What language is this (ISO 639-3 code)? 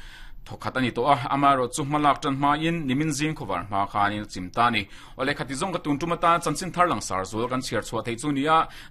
lus